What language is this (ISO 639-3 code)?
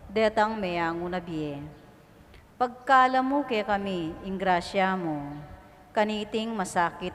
pam